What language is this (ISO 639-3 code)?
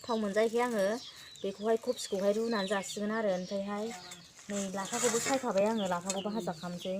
brx